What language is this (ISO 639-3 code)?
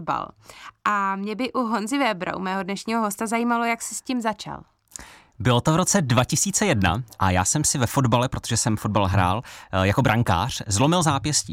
ces